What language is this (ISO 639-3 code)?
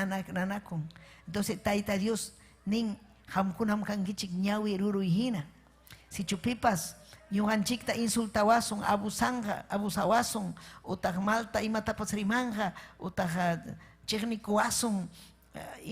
quy